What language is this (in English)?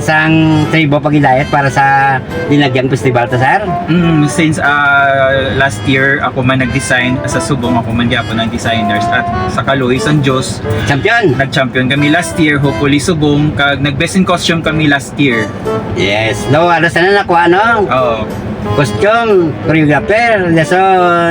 Hiligaynon